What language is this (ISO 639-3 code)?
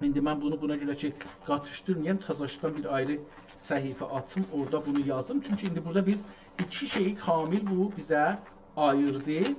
azb